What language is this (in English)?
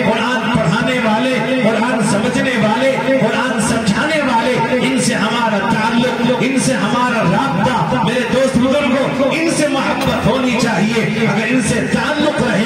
Urdu